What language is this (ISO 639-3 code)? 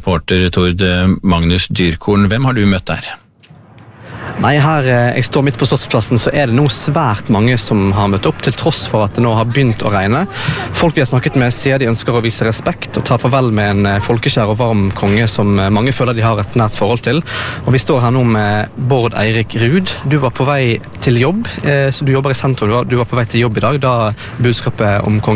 nor